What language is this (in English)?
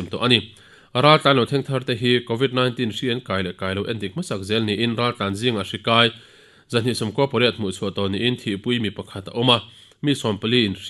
Mizo